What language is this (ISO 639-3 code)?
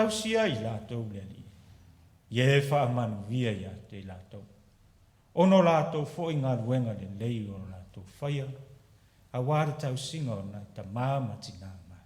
smo